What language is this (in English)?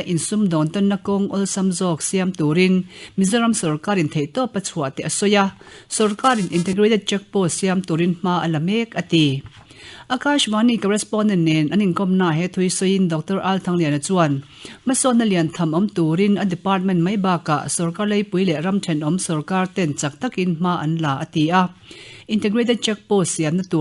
Mizo